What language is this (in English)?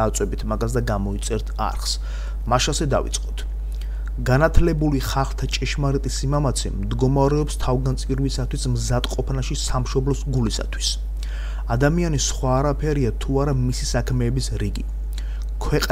Georgian